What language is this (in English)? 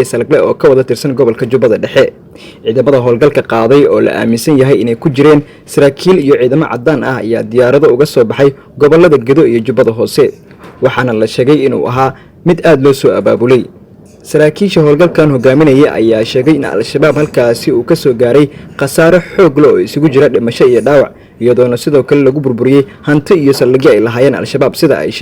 Somali